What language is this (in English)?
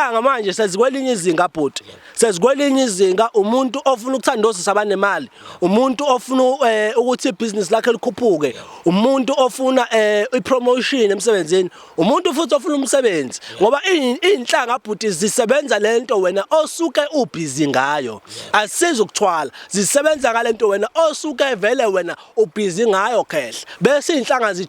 Zulu